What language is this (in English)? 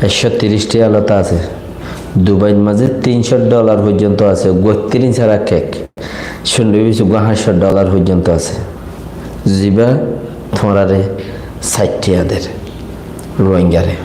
Rohingya